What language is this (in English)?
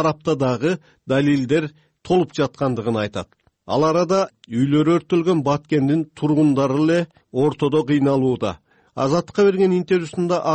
Kyrgyz